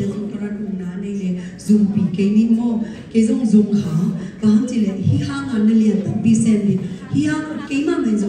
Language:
Tedim Chin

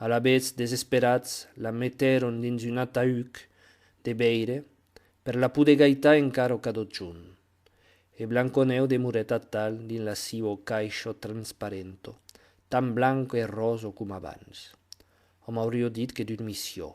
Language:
Occitan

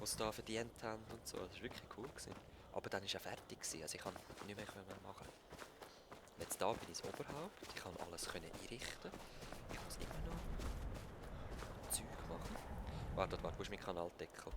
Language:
Swiss German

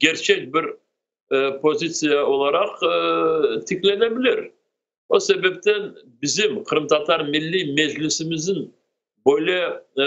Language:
Crimean Tatar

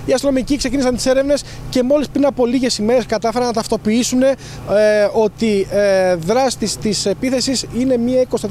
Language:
Greek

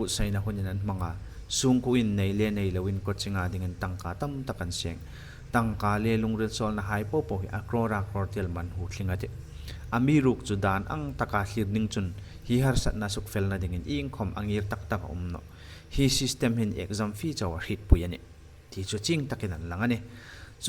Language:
Hmar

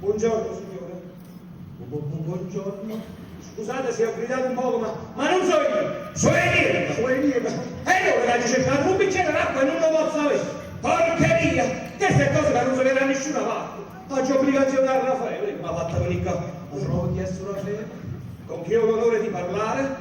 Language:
Neapolitan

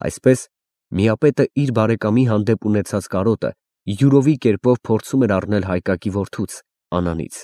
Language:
Armenian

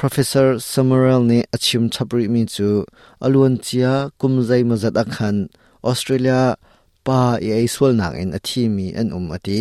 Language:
Hakha Chin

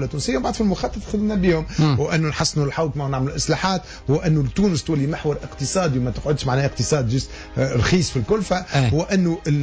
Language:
Tunisian Arabic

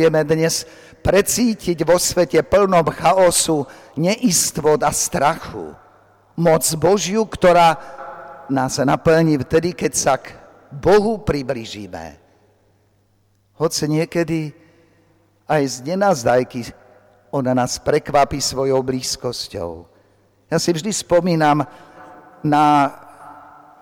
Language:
Slovak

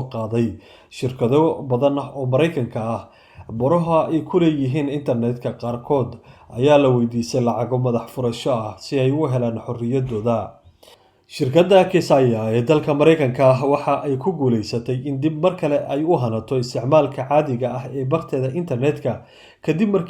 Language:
Somali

